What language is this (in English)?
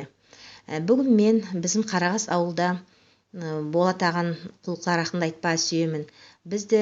Nogai